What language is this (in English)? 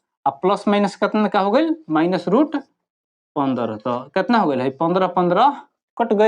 Bhojpuri